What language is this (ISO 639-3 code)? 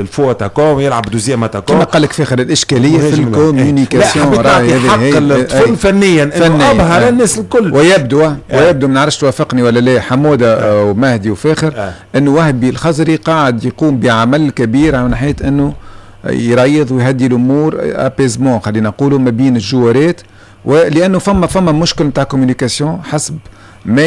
aeb